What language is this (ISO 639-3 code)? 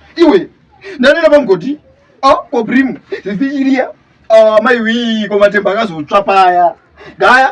sna